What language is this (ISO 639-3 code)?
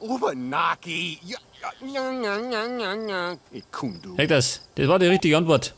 bar